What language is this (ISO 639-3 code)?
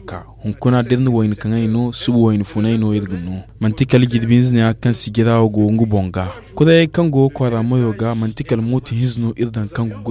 dje